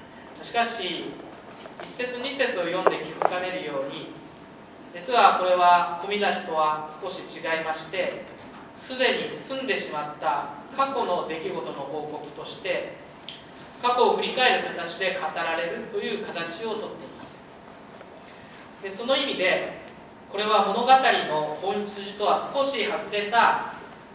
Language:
Japanese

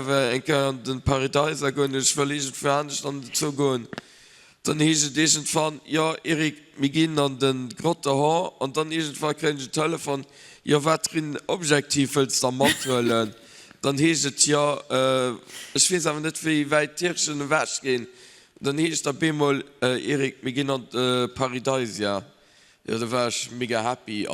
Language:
Luxembourgish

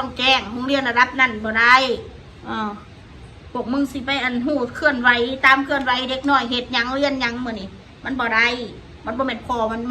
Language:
Northeastern Thai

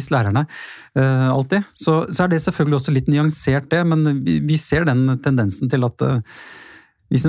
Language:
Norwegian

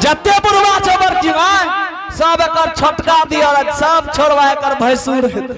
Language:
Angika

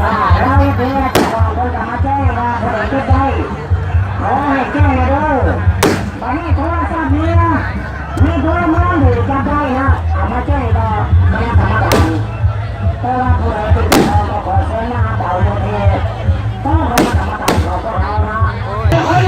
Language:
Lao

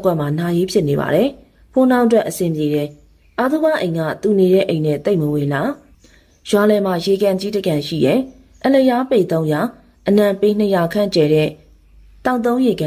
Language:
Burmese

